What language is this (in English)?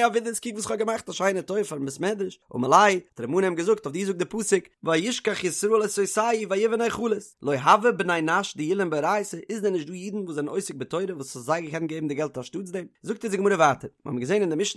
Yiddish